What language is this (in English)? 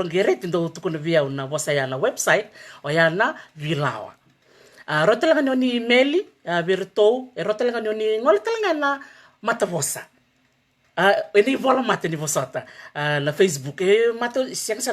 Fijian